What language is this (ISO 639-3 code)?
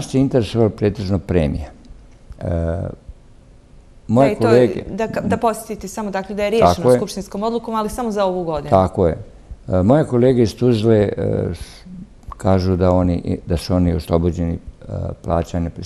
bos